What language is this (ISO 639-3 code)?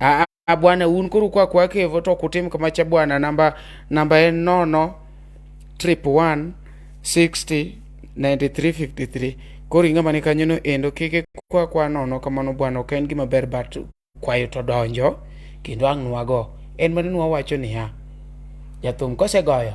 luo